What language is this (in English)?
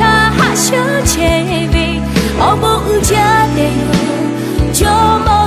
Lahu